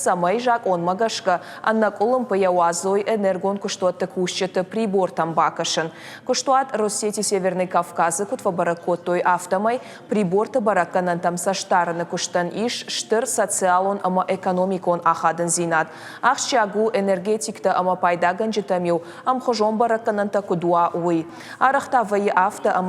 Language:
Ossetic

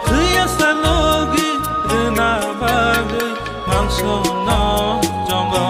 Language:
Kok Borok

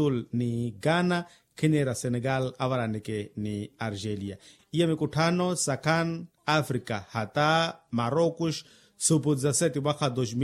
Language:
Makhuwa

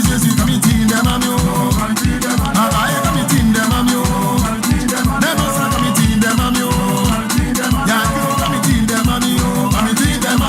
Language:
Baoulé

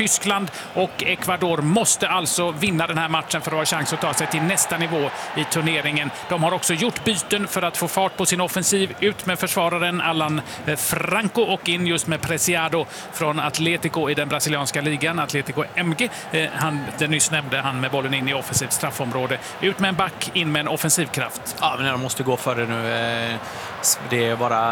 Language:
Swedish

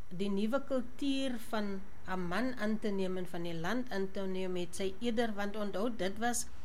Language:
Afrikaans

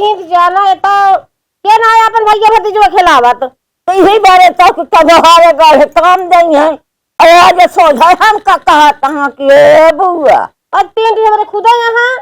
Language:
Awadhi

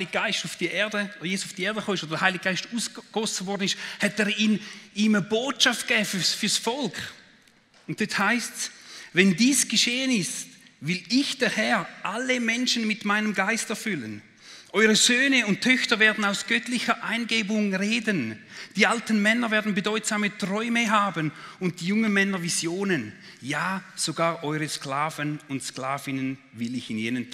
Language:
Swiss German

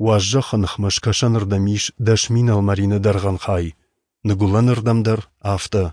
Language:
Ossetic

